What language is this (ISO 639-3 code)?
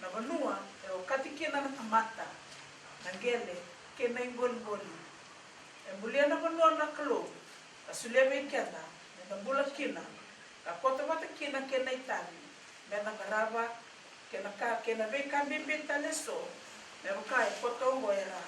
fij